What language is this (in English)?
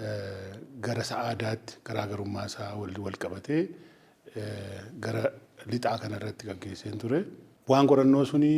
Oromo